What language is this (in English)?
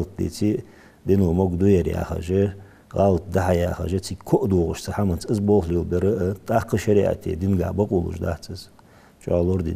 Ingush